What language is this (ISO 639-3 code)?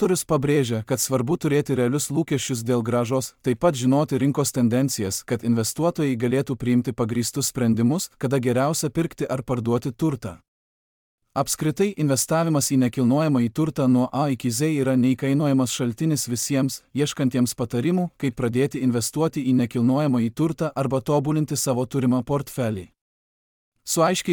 lit